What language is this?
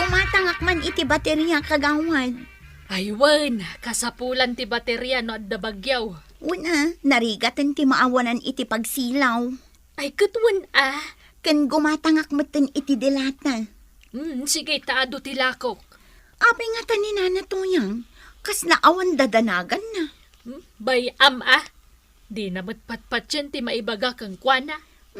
Iloko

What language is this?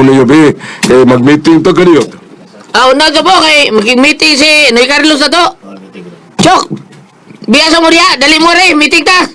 Cebuano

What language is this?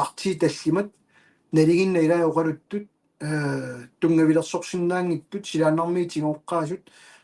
Kalaallisut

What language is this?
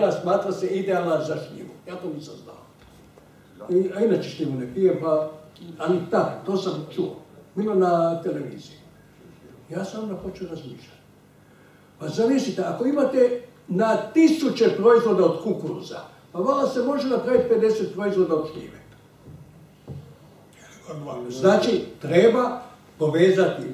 Croatian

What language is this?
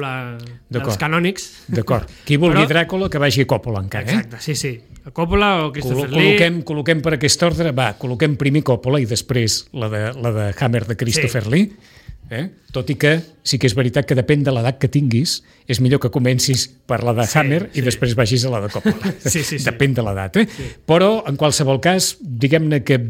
Catalan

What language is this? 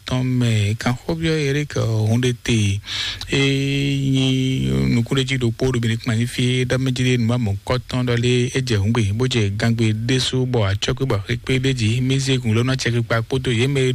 Fon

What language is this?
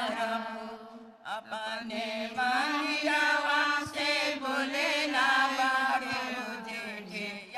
Bhojpuri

